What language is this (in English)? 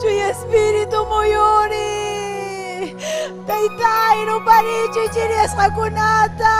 Ayacucho Quechua